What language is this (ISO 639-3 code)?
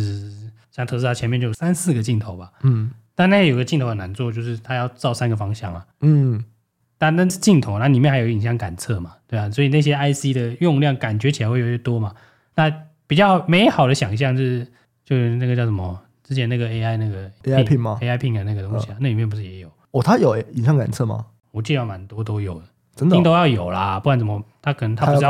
zho